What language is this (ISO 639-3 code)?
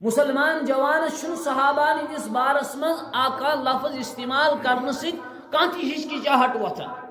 kas